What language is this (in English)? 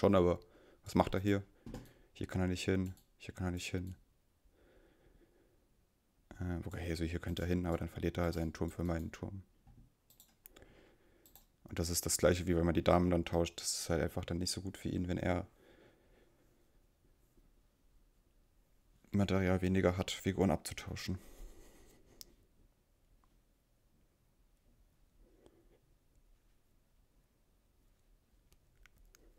German